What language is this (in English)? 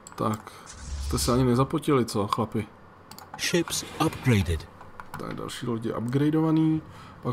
Czech